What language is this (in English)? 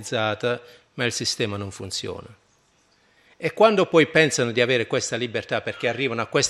Italian